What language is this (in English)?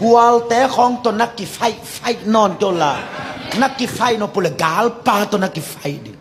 Tedim Chin